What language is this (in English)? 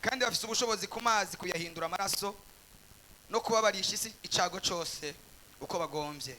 Rundi